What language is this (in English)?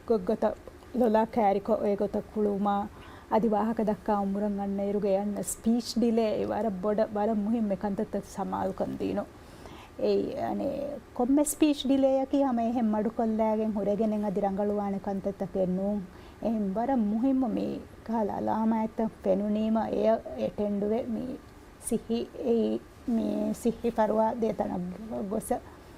Divehi